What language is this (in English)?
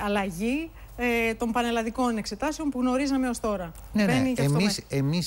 Greek